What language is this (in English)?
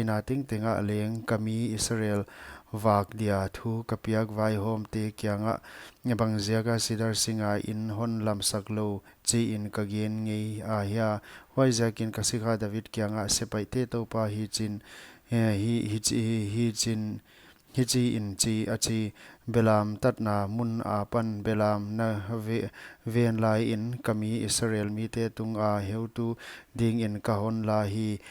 Paite Chin